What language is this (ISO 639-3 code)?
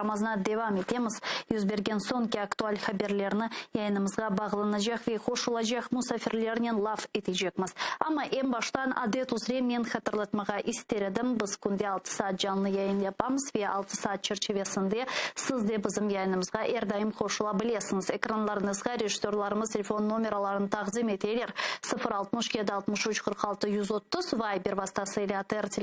crh